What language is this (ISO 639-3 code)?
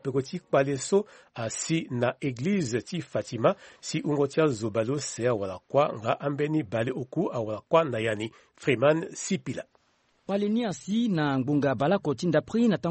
sag